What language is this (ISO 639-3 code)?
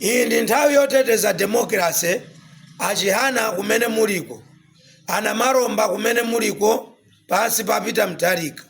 nya